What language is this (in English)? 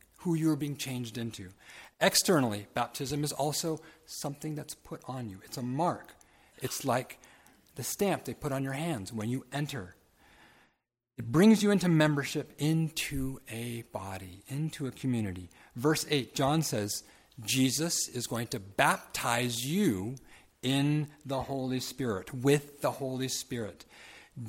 English